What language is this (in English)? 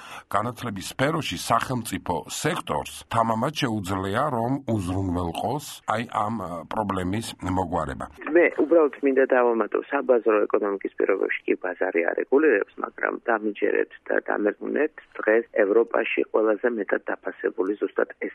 Georgian